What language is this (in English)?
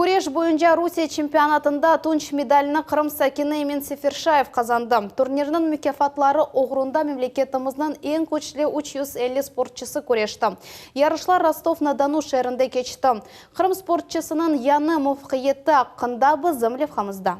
Crimean Tatar